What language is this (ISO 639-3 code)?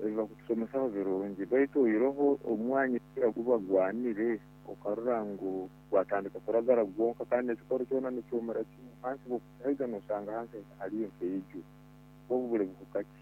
nyo